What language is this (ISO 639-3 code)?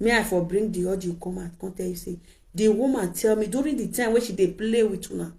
pcm